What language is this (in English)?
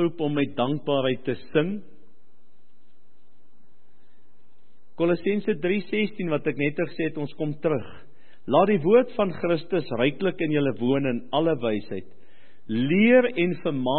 Afrikaans